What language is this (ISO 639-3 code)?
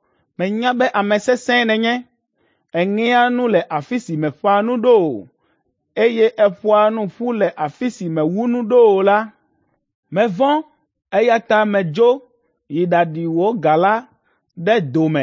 ewe